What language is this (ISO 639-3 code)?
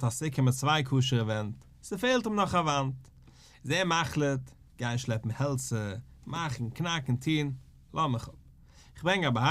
yid